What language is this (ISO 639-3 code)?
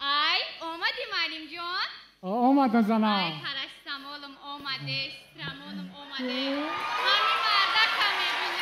tgk